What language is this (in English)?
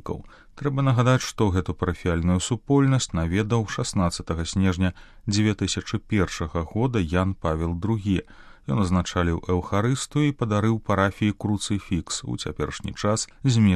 Belarusian